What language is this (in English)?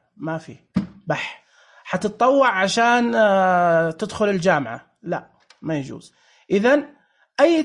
Najdi Arabic